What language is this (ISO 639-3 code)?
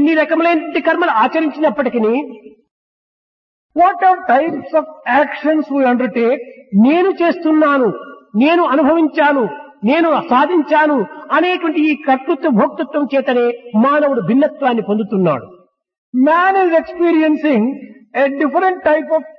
tel